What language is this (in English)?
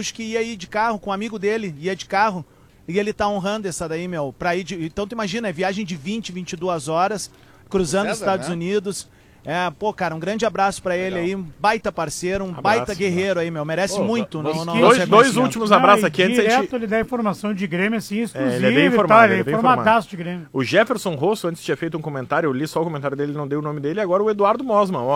Portuguese